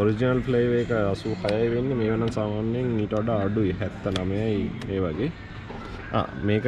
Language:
Sinhala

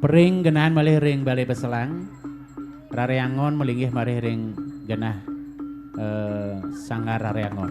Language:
Balinese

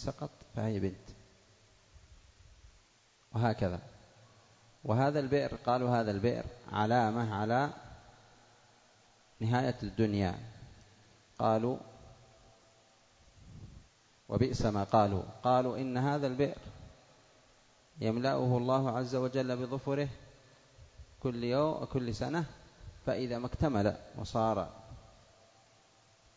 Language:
Arabic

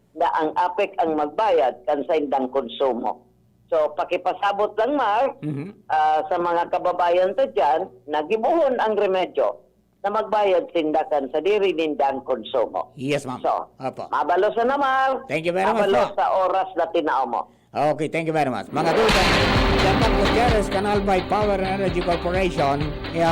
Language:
Bikol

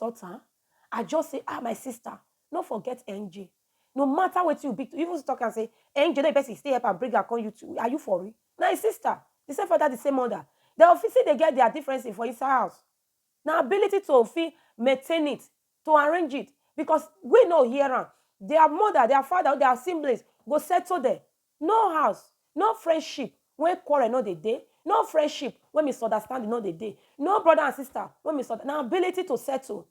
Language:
Nigerian Pidgin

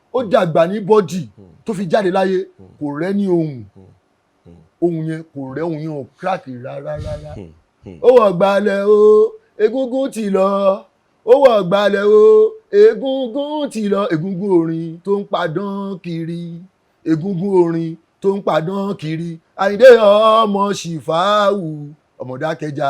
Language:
Yoruba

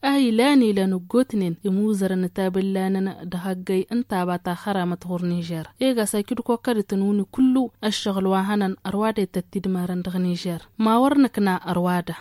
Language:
Tamasheq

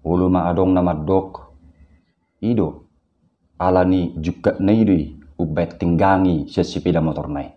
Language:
Batak Toba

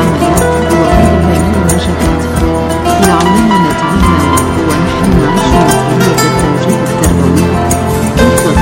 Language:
Arabic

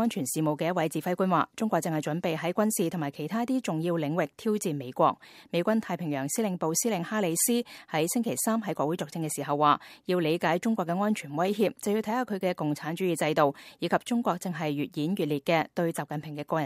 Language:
Cantonese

